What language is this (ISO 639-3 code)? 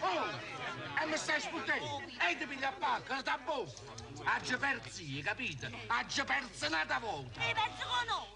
nap